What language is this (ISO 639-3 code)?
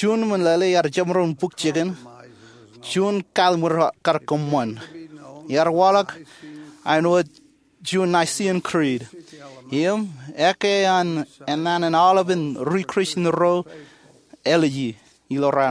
mah